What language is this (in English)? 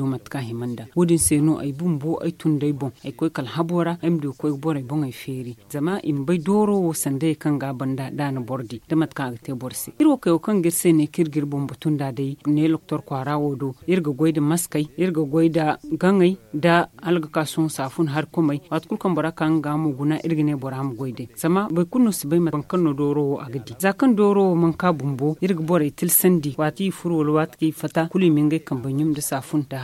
Zarma